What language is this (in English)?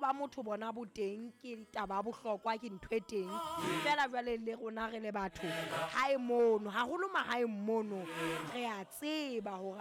Southern Sotho